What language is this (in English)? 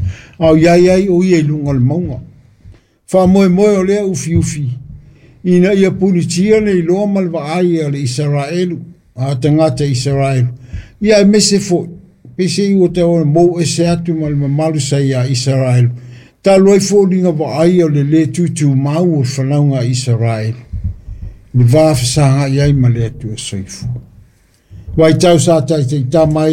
Samoan